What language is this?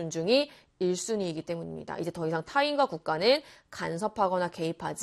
Korean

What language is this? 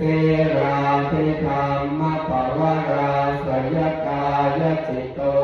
Pali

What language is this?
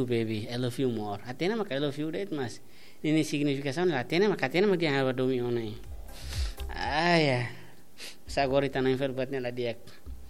Tetum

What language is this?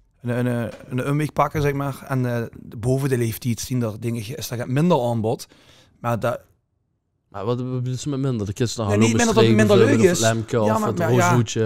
Limburgish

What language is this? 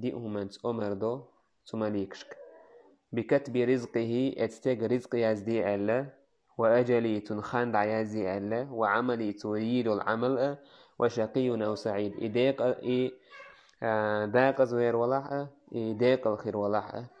Chechen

